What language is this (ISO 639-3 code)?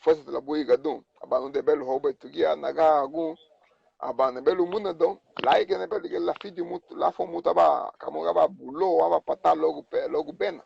cab